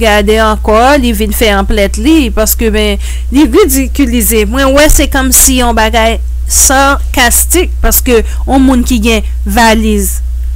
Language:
Haitian Creole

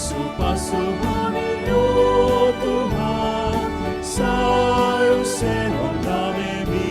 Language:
Batak Toba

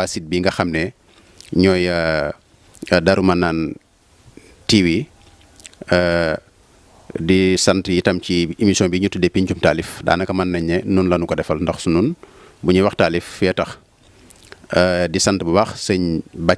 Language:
Wolof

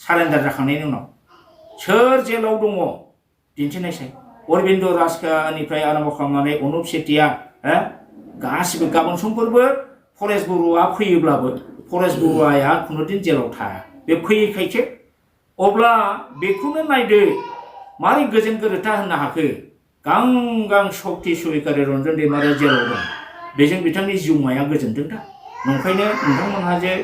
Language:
Bodo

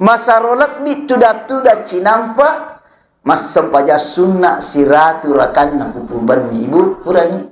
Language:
Buginese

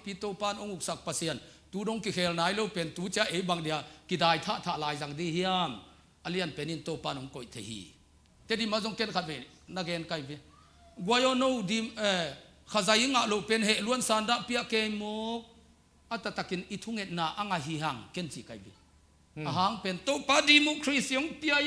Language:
Tedim Chin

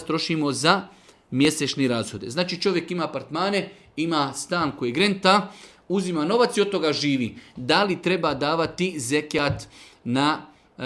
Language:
Bosnian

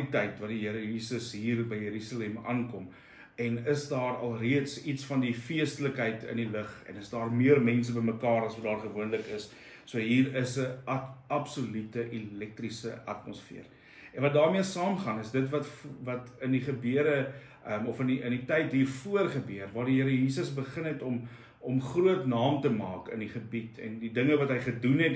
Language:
Afrikaans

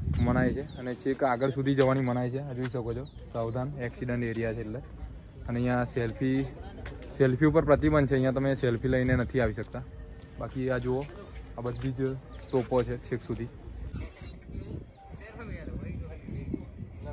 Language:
Gujarati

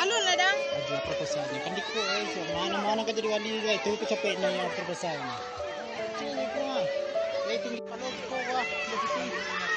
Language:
Minangkabau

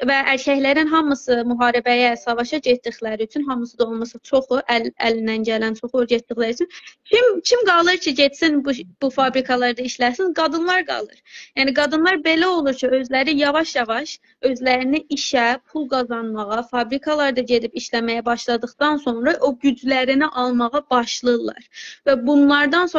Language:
South Azerbaijani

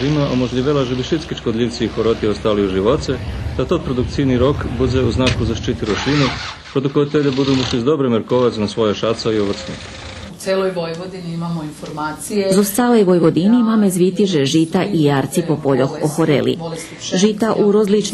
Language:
Rusyn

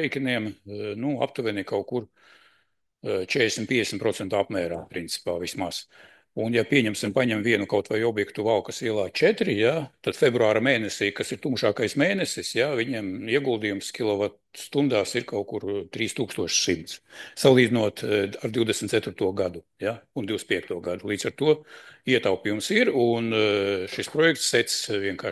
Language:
Latvian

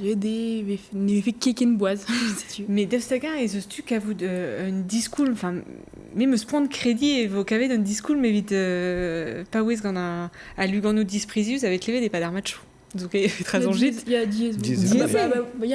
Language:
Breton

